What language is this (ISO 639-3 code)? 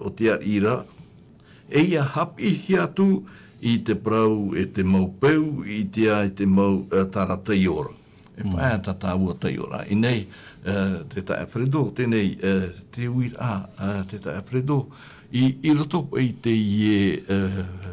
tah